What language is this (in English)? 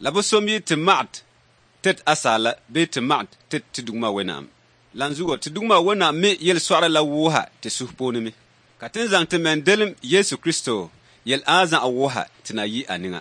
Dagbani